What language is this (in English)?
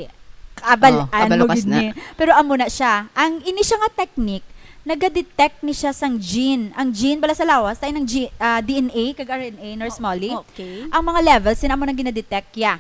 Hiligaynon